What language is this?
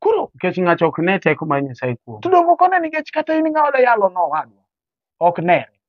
Luo (Kenya and Tanzania)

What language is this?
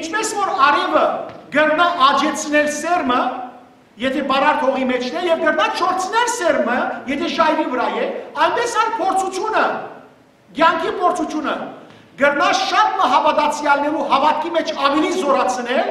Western Armenian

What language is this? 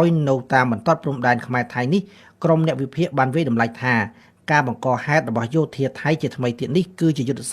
Khmer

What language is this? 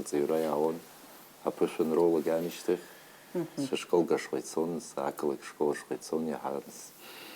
Abkhazian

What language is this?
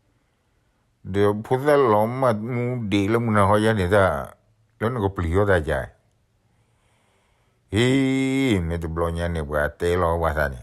S'gaw Karen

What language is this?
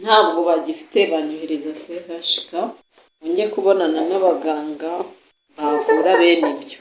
Kinyarwanda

